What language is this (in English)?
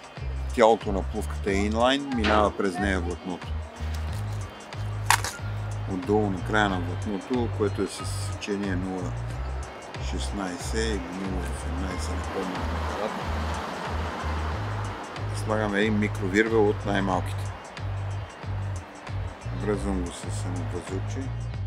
Bulgarian